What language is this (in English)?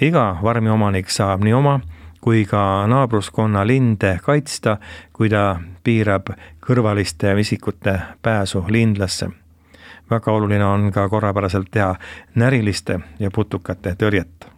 Estonian